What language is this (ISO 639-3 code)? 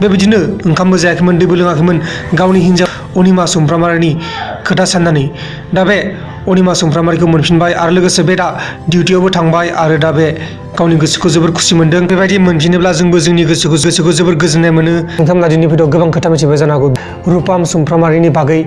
brx